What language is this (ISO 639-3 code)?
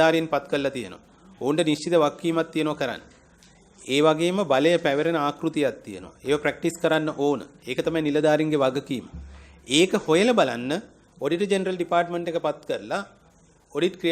sin